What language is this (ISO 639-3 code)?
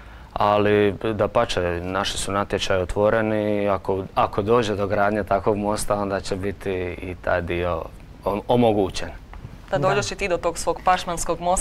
hrv